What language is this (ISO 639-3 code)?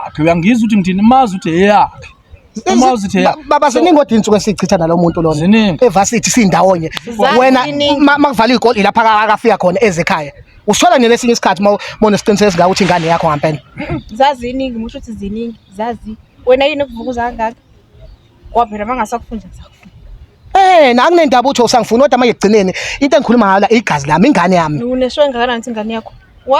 zul